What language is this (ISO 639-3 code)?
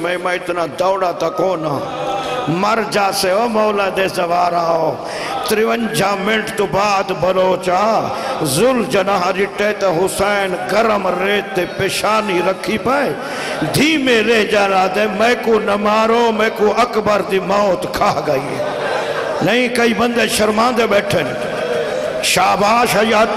skr